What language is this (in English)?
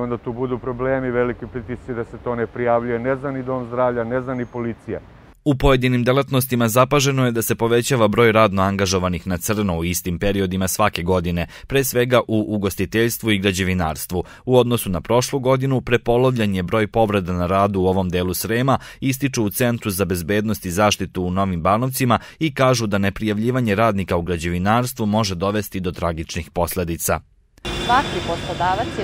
Serbian